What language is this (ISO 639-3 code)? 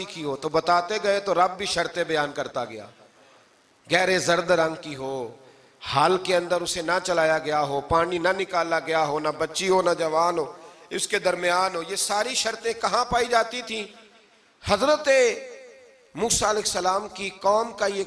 urd